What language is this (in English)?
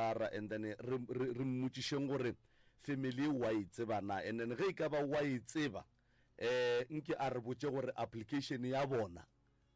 Northern Sotho